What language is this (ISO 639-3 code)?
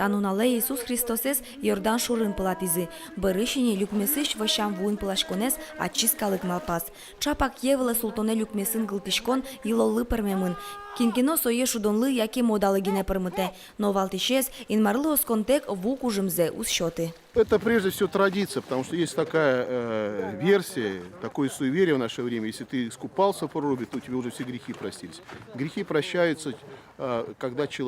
udm